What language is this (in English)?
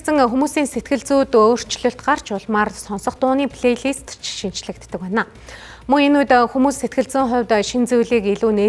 Mongolian